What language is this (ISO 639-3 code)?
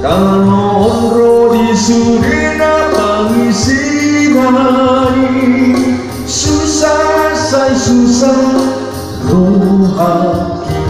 bbc